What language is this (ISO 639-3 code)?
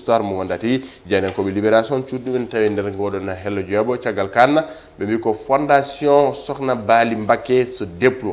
ful